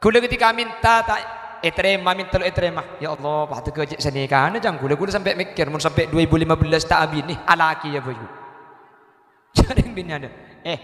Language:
Madurese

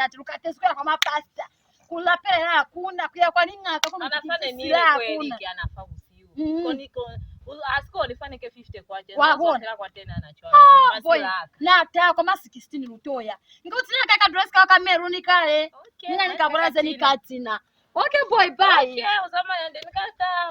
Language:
Lozi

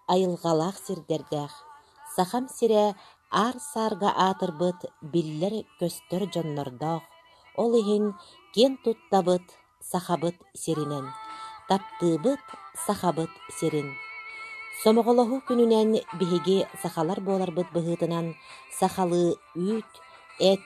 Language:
Yakut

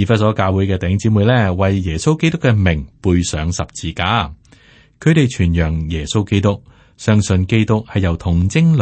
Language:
Cantonese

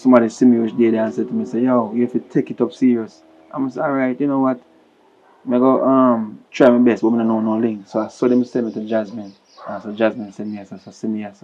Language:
Jamaican Creole English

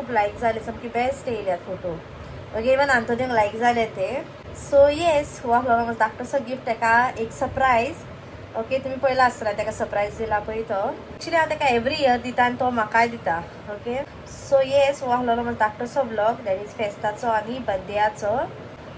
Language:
Konkani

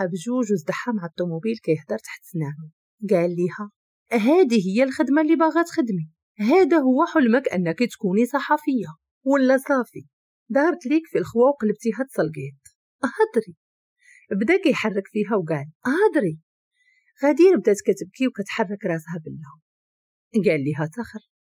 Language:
Moroccan Arabic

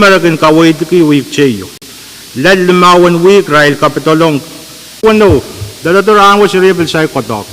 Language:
Pohnpeian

